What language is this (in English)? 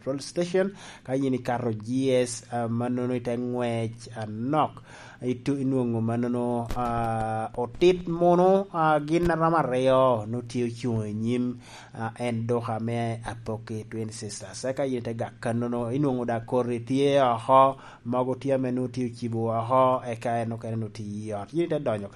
Lango (Uganda)